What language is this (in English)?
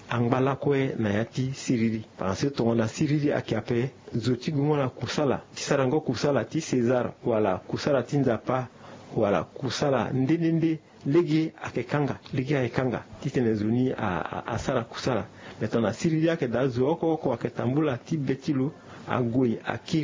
Sango